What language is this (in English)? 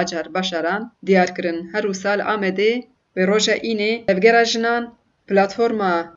Kurdish